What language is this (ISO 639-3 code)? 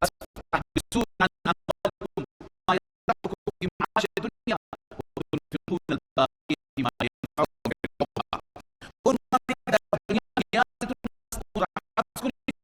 fas